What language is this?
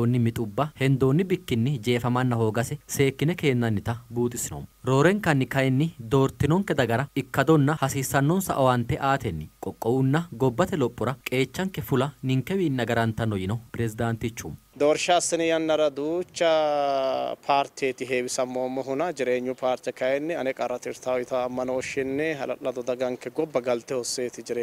Sidamo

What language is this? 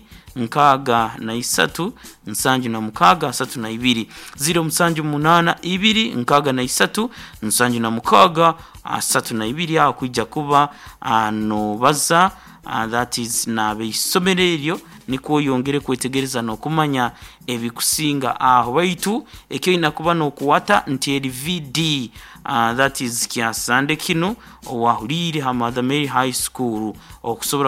Nyankole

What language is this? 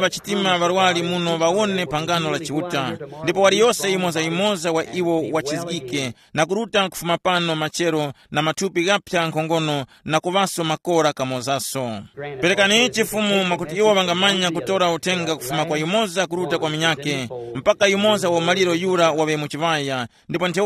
Tumbuka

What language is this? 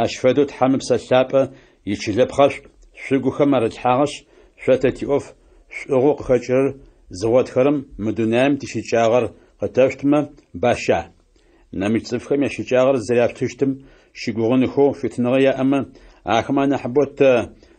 Adyghe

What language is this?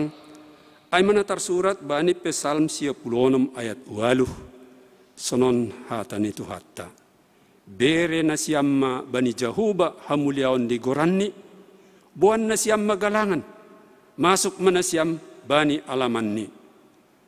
Batak Simalungun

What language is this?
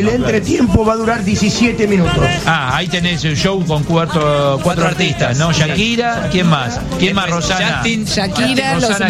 Spanish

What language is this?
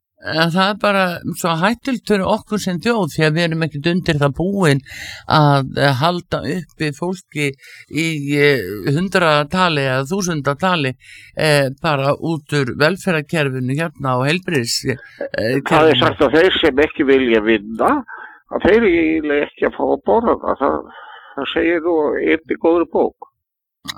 Icelandic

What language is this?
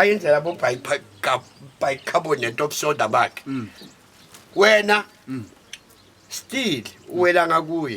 Zulu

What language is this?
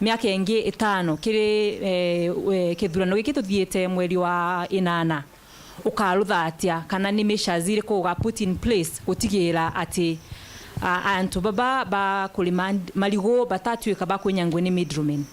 Meru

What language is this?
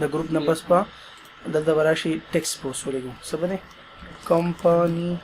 Pashto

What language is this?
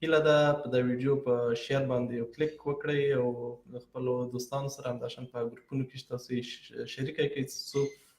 Pashto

